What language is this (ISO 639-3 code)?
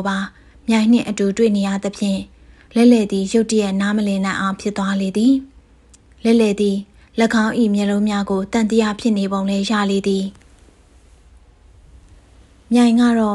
mya